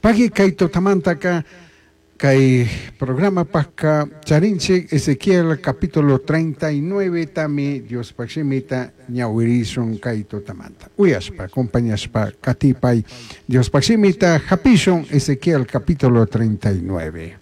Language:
Chimborazo Highland Quichua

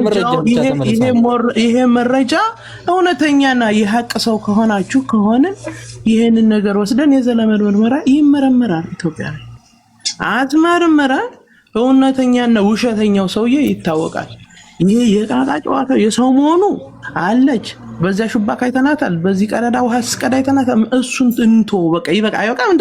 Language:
Amharic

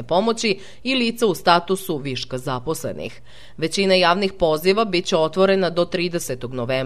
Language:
Serbian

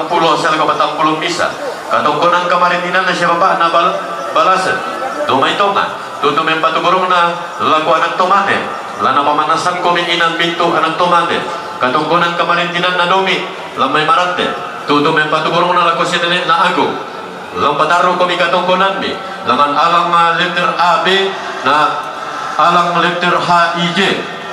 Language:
Toraja-Sa'dan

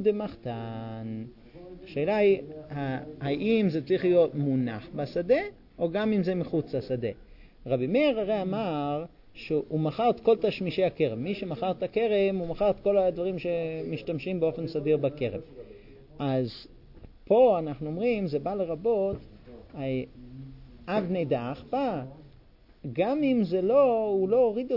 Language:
Hebrew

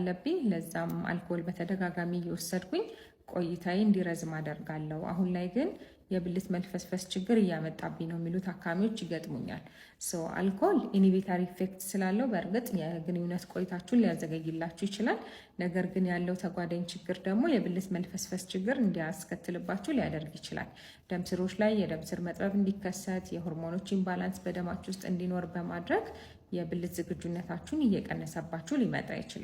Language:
Amharic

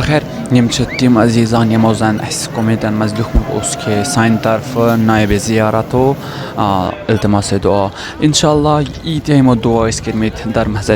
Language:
Kashmiri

